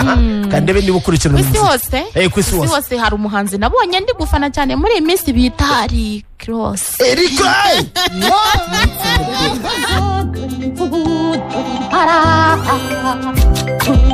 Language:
Kinyarwanda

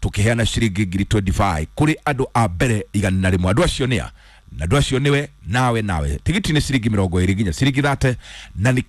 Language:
Kikuyu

